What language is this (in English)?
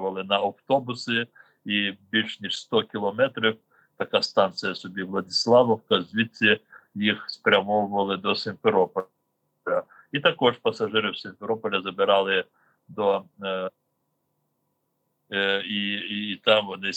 Ukrainian